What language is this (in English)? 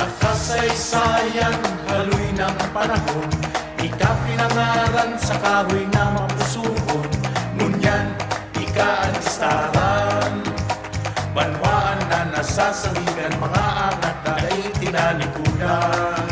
Bikol